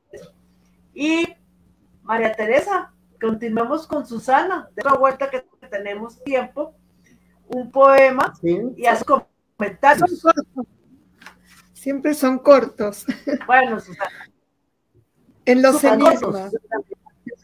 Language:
Spanish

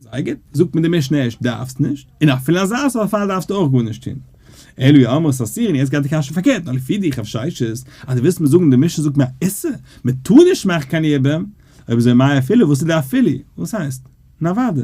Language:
Yiddish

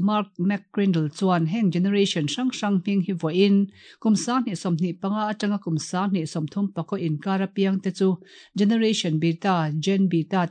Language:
Mizo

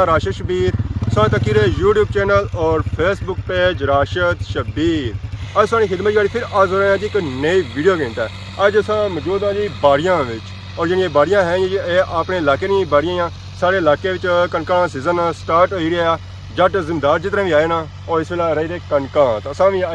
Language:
Pahari-Potwari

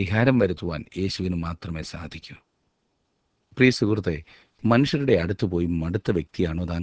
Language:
Malayalam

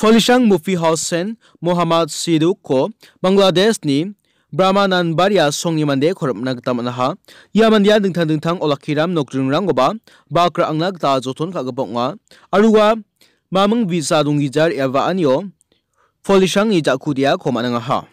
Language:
Garo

